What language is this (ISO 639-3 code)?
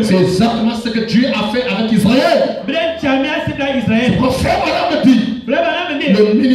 fra